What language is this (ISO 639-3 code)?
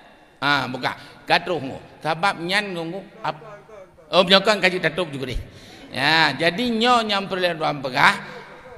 ace